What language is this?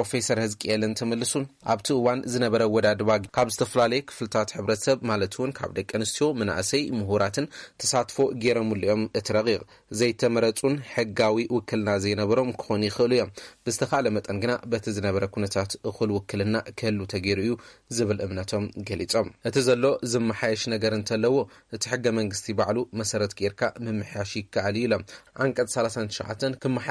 Tigrinya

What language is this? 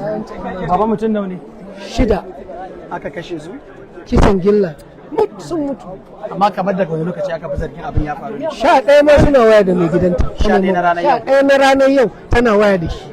Hausa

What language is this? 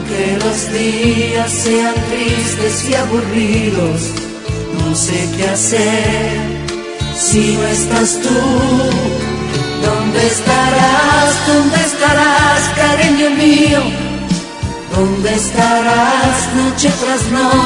Spanish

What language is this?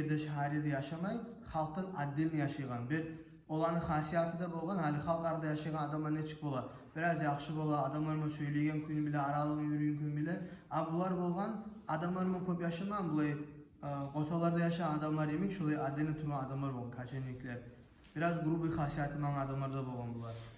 Kumyk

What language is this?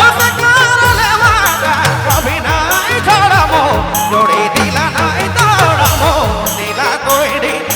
Sadri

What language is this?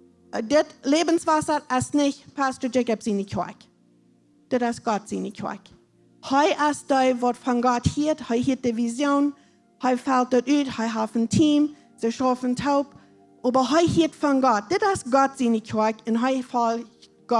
Plautdietsch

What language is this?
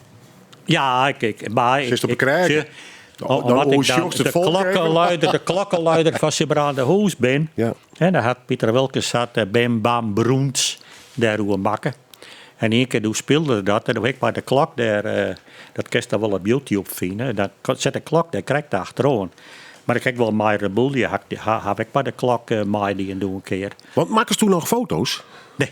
Western Frisian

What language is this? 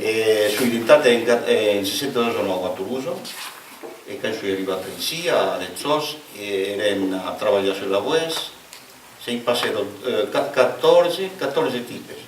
Occitan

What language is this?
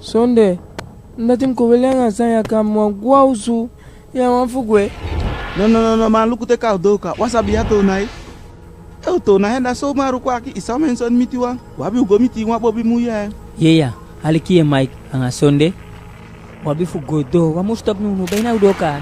Eastern Maroon Creole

